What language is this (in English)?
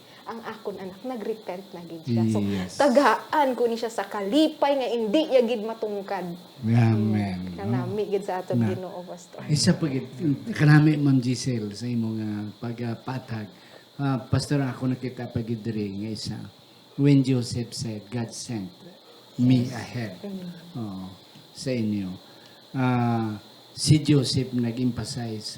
Hiligaynon